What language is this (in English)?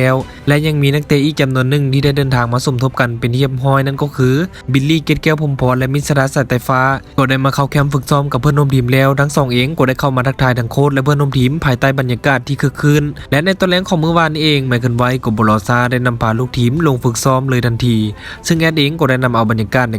Lao